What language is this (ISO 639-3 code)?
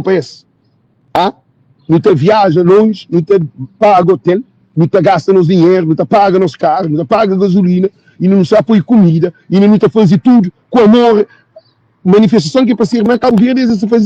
kea